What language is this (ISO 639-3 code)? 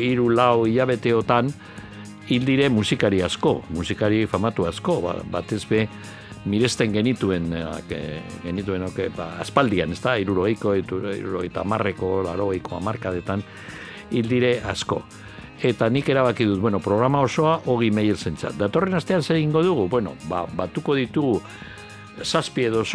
eus